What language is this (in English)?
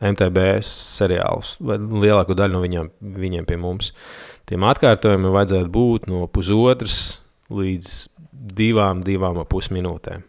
Latvian